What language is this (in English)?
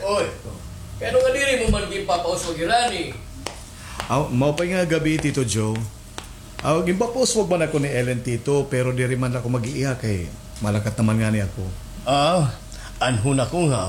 Waray